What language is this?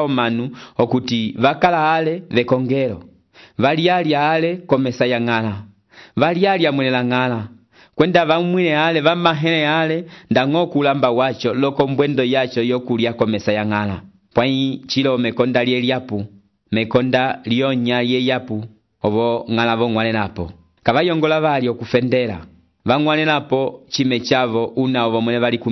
Umbundu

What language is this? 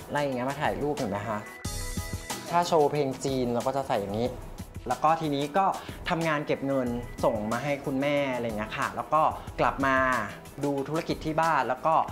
Thai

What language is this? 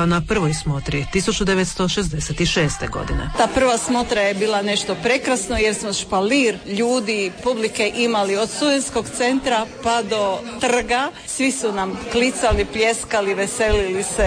Croatian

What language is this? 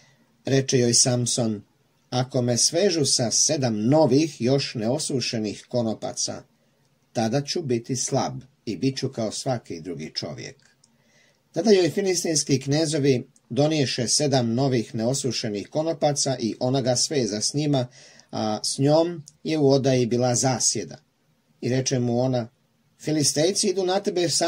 Croatian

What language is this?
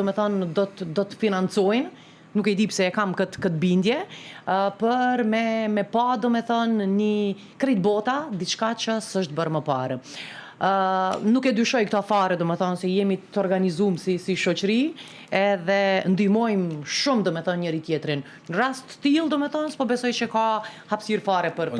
Albanian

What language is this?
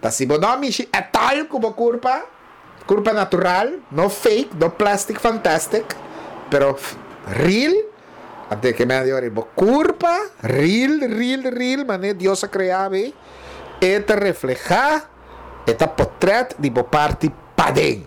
Papiamento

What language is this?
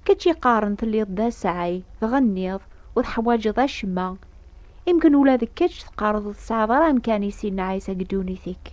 Kabyle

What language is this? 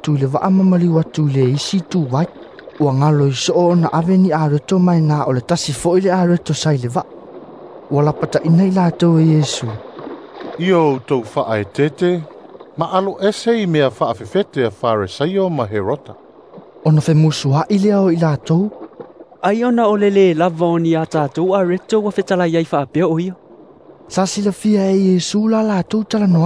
Samoan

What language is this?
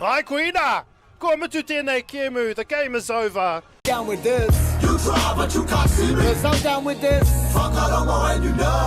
Māori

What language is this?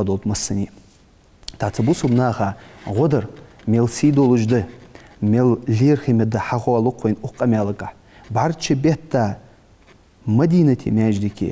Ingush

